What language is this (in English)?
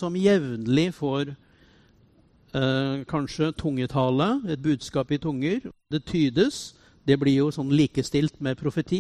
Norwegian